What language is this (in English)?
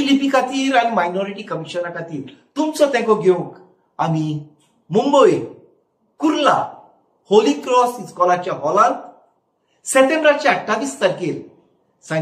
Konkani